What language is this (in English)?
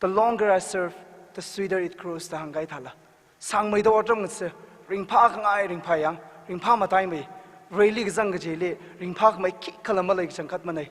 Tangkhul Naga (India)